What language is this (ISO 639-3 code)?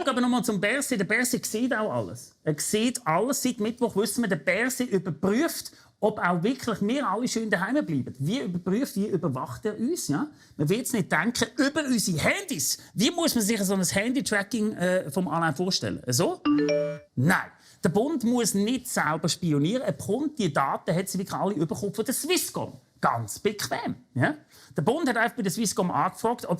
gsw